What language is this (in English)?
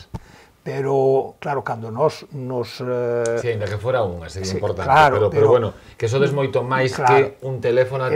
Galician